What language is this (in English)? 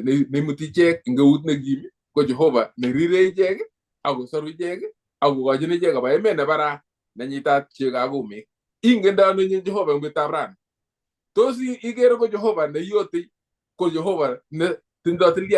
Kalenjin